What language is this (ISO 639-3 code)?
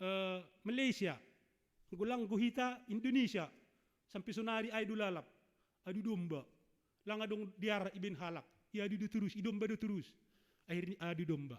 bts